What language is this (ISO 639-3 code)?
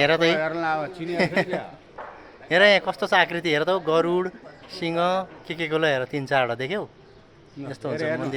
nep